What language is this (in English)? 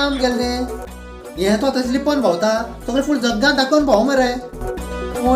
Konkani